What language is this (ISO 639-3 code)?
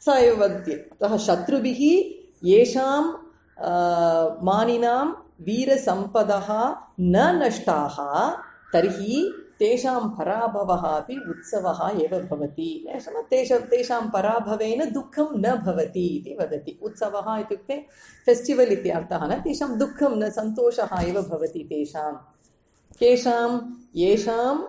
san